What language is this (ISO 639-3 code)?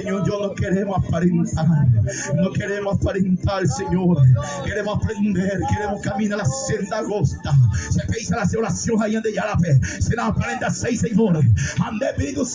grn